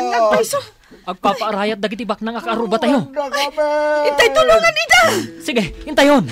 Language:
Iloko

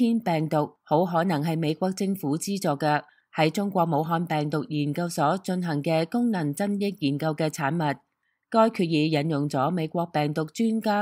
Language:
Cantonese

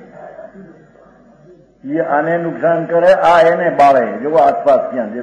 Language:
Gujarati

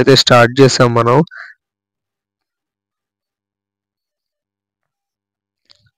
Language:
Telugu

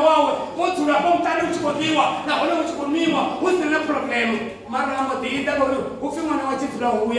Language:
Venda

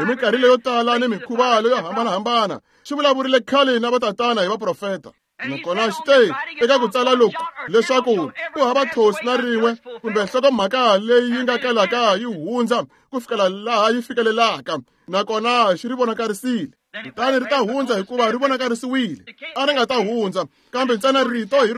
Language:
Tsonga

